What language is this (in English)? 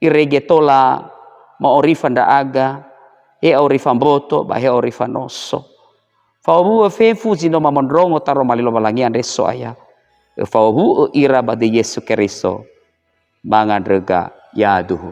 Nias